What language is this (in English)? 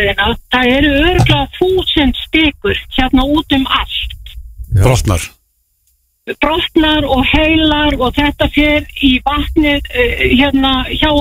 Icelandic